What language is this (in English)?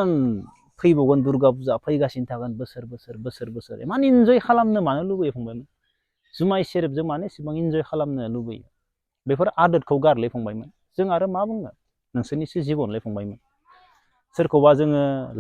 Bodo